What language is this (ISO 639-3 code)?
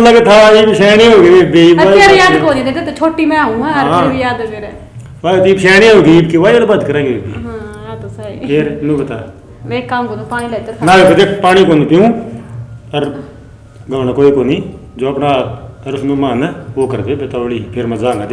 bgc